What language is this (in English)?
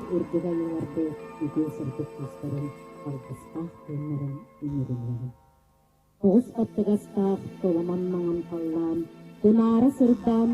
Yakut